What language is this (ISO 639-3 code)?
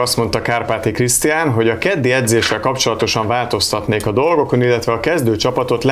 hun